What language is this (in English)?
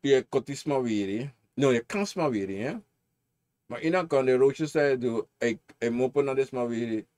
Sranan Tongo